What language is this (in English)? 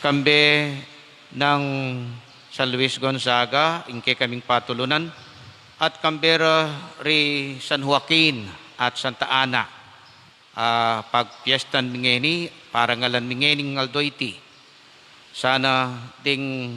Pampanga